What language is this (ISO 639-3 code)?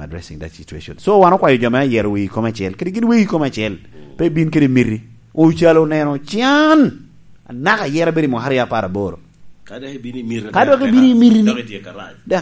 laj